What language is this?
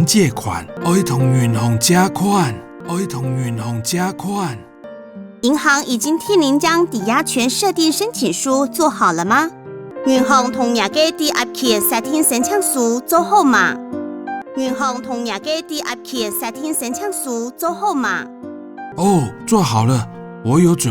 Hakka Chinese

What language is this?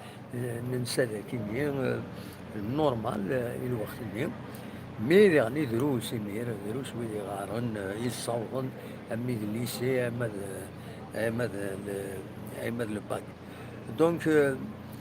Kabyle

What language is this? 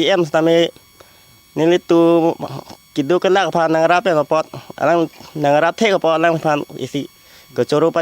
Karbi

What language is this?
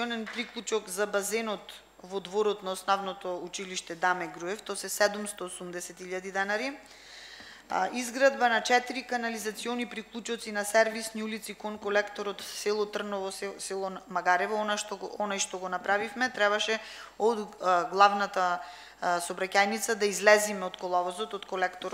Macedonian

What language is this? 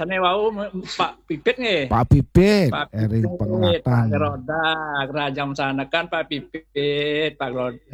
Balinese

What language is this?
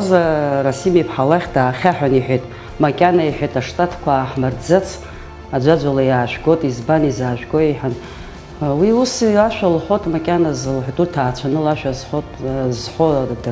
Abkhazian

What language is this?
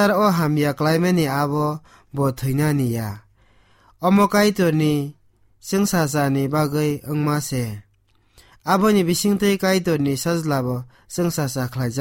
Kok Borok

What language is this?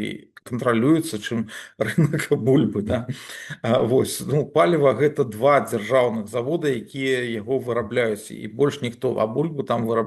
Belarusian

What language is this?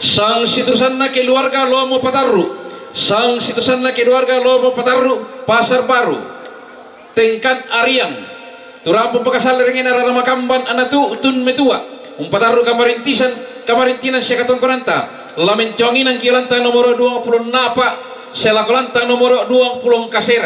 Toraja-Sa'dan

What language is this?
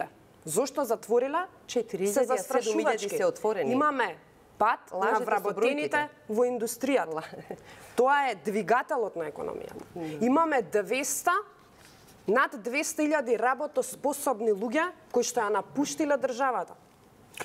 Macedonian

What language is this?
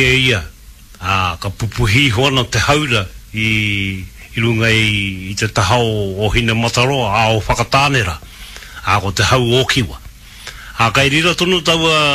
Māori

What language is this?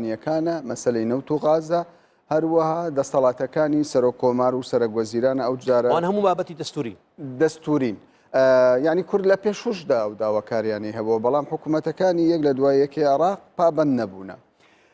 Central Kurdish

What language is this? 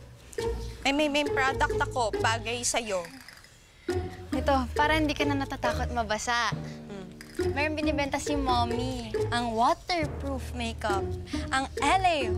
Filipino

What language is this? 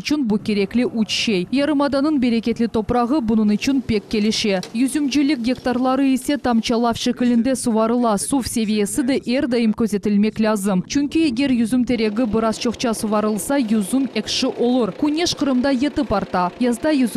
Crimean Tatar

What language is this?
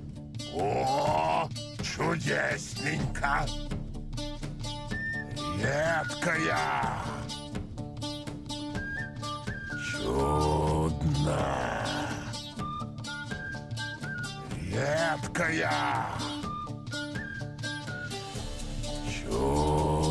Russian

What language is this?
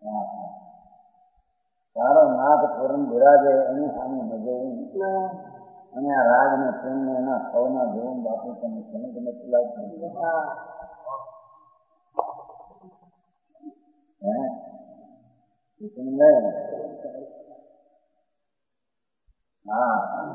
Gujarati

